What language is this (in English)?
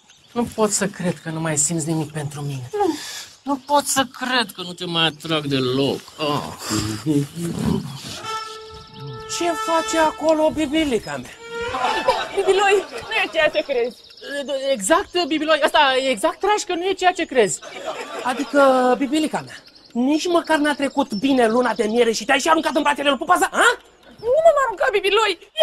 Romanian